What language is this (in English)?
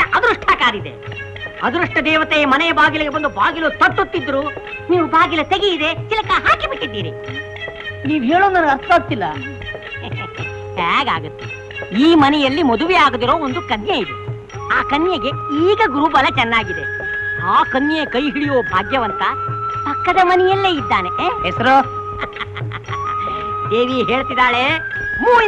Kannada